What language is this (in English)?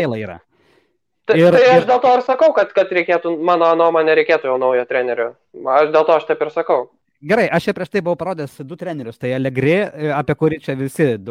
Lithuanian